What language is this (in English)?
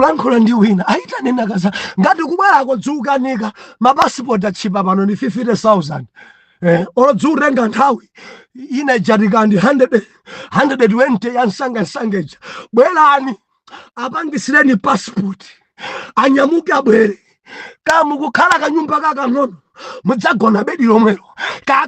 Nyanja